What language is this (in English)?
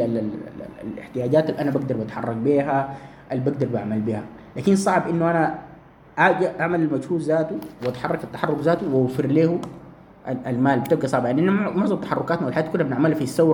Sudanese Arabic